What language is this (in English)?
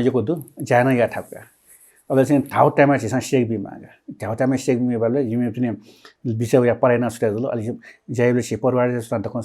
Newari